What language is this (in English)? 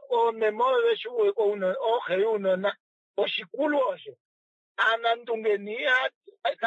Kuanyama